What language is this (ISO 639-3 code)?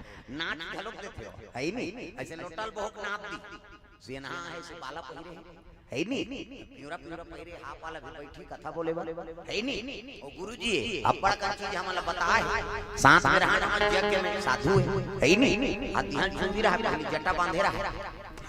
hne